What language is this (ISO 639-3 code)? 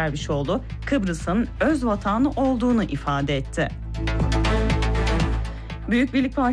tur